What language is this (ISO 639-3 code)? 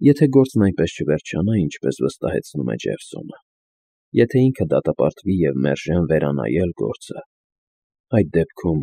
hye